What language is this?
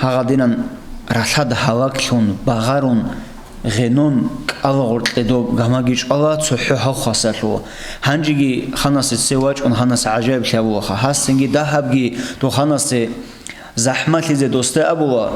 Avaric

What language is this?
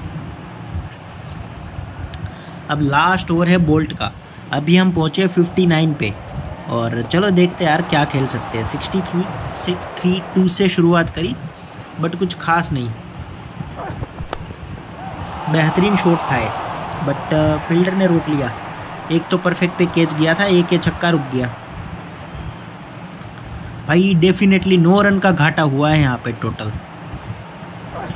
Hindi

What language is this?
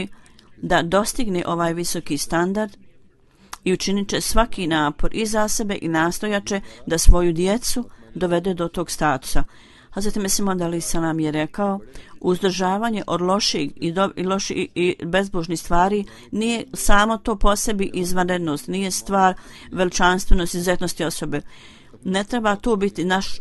Bosnian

